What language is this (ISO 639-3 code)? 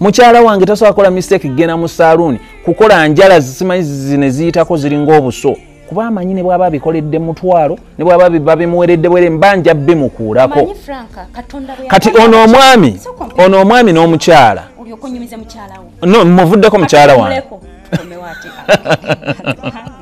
lug